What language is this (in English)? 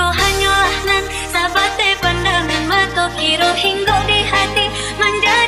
Minangkabau